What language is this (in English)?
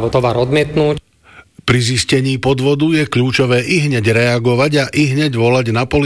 Slovak